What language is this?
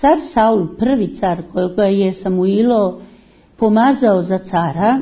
Serbian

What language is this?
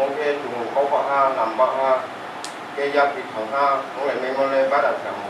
Riang (India)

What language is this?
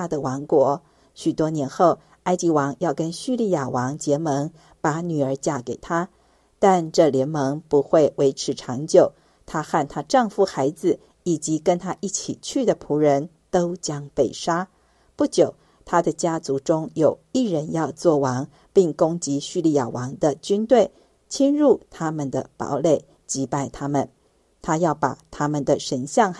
Chinese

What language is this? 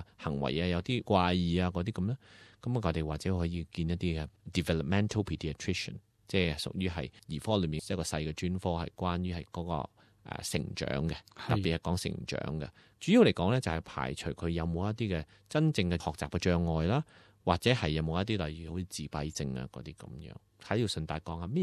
Cantonese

